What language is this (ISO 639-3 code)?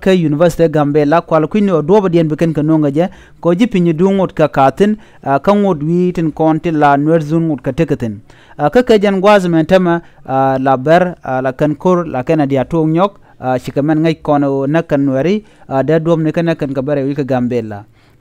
nus